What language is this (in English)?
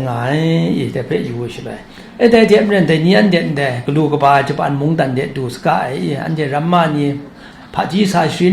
Kachin